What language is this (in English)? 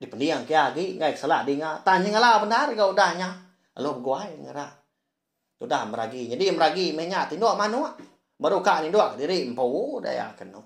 Iban